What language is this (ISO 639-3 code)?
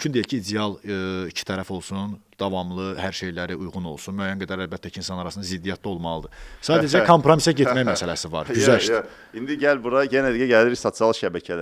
aze